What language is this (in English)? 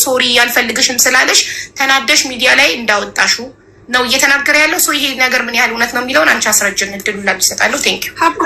Amharic